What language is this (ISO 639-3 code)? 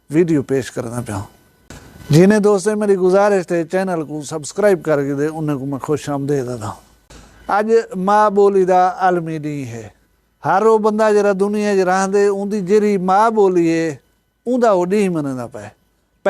skr